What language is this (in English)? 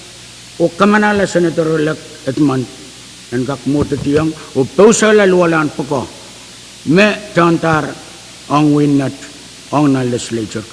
Pohnpeian